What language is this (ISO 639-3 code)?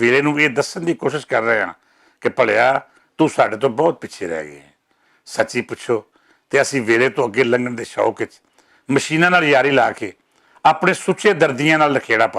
lah